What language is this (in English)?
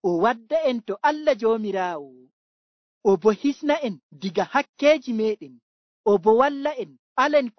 Nigerian Fulfulde